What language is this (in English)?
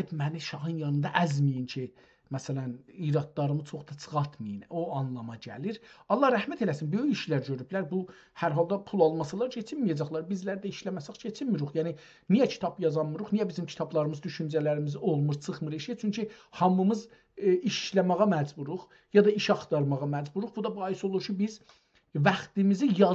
South Azerbaijani